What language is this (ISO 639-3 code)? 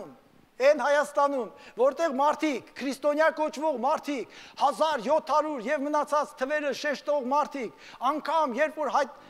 hye